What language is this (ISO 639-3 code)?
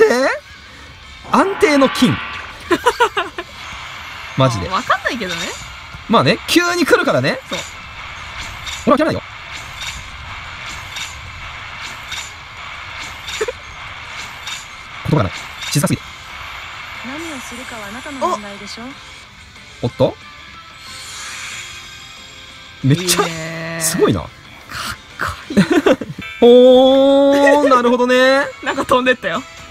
jpn